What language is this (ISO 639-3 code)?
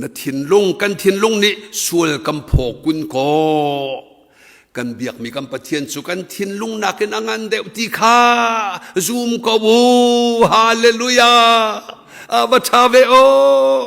cnh